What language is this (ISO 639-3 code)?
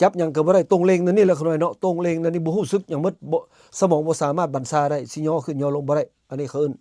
lao